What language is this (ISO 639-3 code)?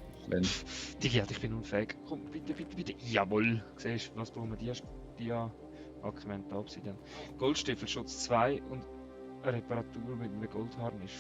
gsw